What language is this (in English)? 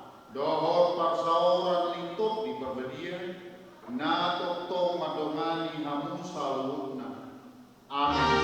Batak Toba